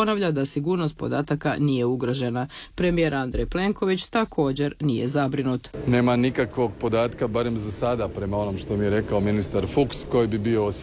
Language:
Croatian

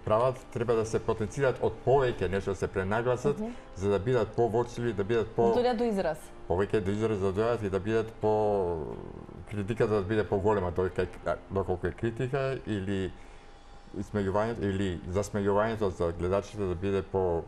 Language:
Macedonian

